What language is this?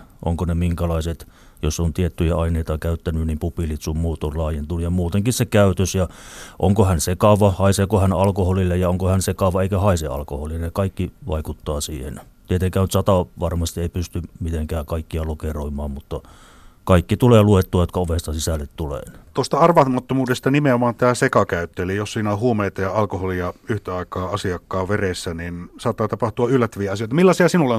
Finnish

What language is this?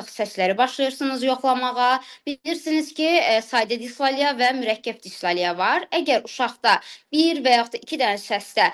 Azerbaijani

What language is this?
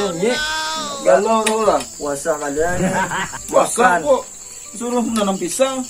Banjar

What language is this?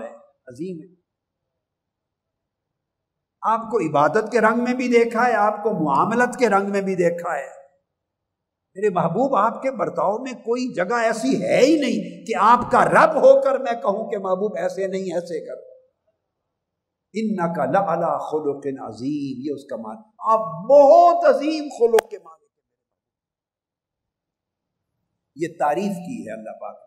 Urdu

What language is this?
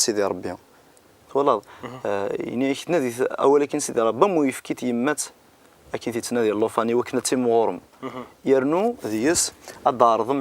Kabyle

